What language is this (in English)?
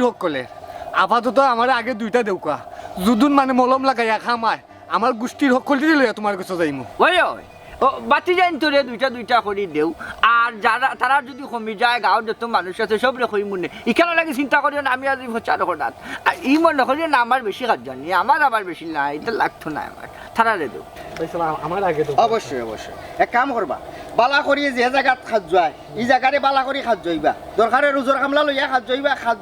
Sylheti